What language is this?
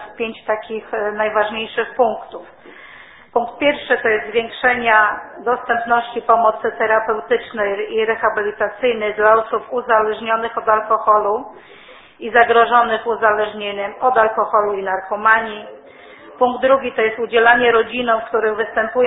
Polish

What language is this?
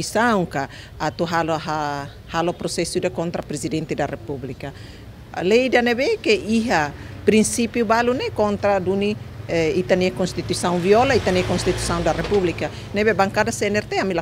Tetum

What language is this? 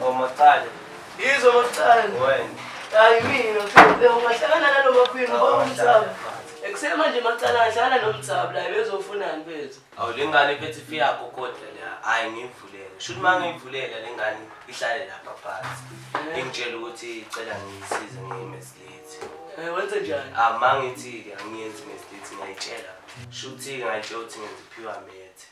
Zulu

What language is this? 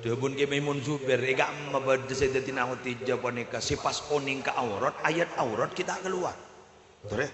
Madurese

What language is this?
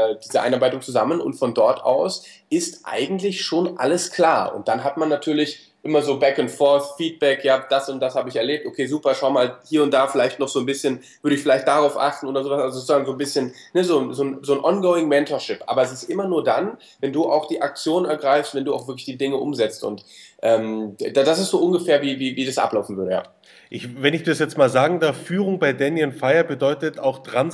German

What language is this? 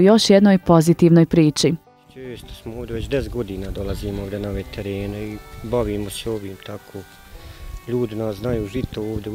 Bosnian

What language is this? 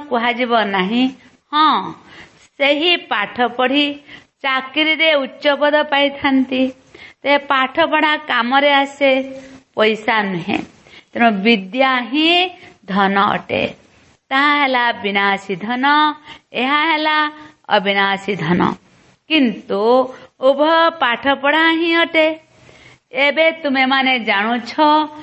Odia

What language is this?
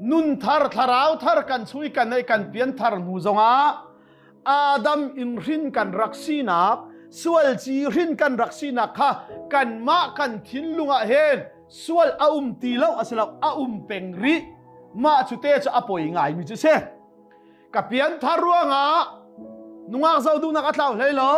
Hakha Chin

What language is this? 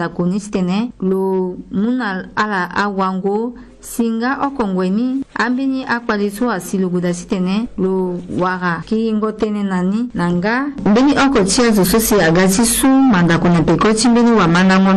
Sango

